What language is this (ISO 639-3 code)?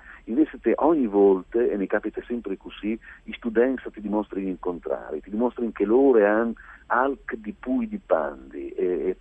fur